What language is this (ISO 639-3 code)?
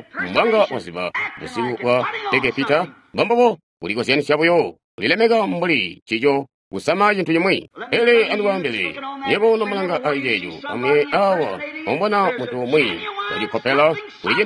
toi